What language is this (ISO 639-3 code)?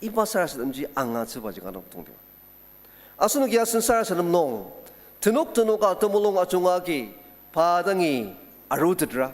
njo